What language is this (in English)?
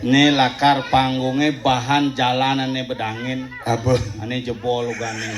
Balinese